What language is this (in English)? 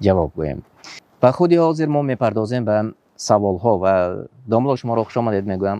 Tajik